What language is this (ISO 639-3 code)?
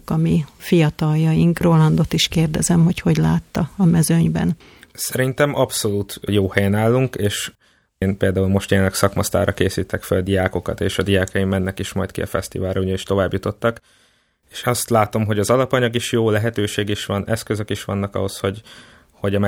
hun